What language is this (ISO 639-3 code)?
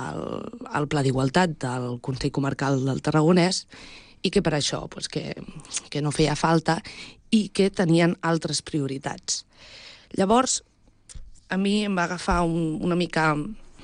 cat